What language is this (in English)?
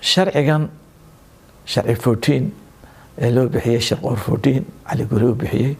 Somali